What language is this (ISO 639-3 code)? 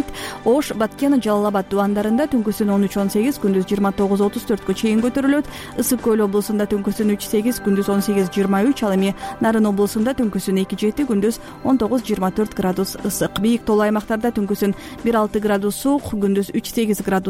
kir